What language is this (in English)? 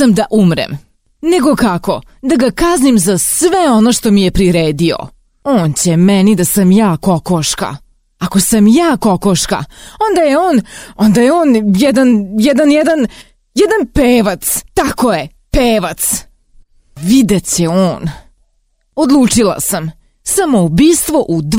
Serbian